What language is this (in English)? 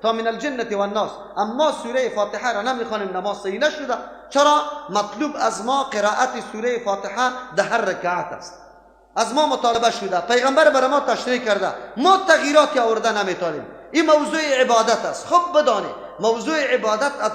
Persian